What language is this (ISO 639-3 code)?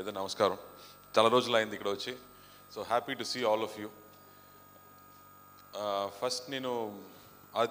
tel